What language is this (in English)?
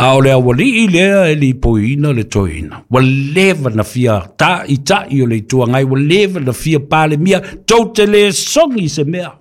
Samoan